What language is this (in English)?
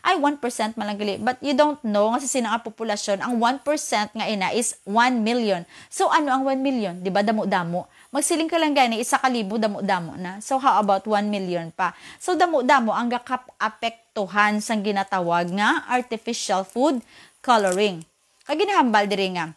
Hiligaynon